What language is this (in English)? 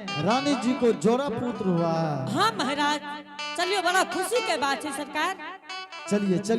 Angika